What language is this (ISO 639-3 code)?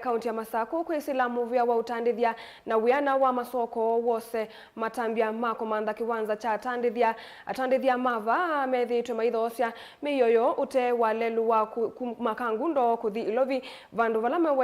kam